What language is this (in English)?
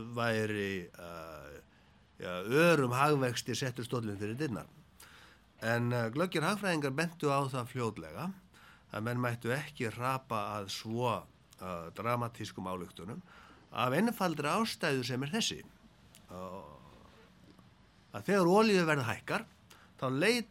Icelandic